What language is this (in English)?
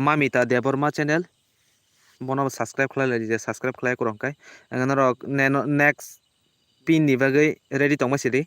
Kok Borok